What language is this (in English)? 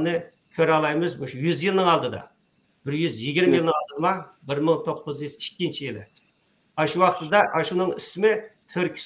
Uyghur